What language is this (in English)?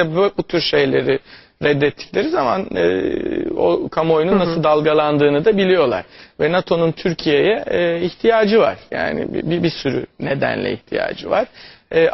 Turkish